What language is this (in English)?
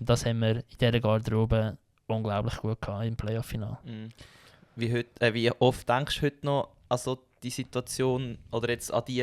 Swiss German